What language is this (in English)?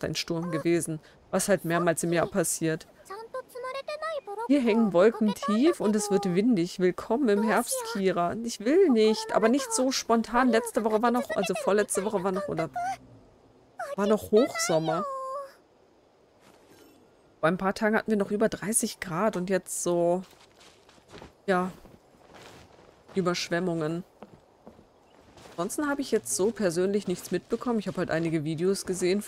German